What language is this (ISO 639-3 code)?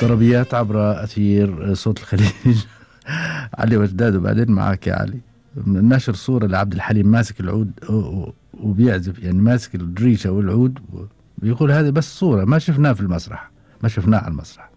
afb